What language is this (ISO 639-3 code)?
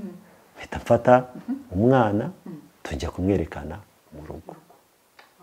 kin